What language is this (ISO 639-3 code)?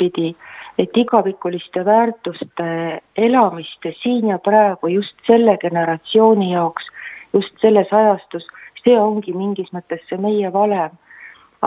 est